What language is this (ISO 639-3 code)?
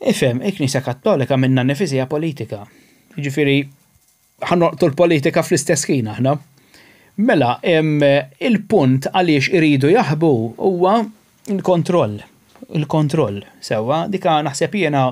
mlt